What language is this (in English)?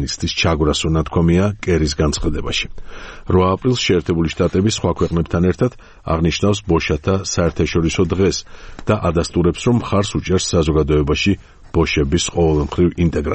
Georgian